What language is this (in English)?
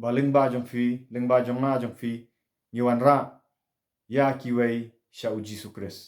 Khasi